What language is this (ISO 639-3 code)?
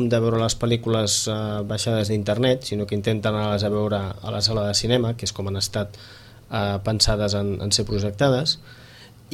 cat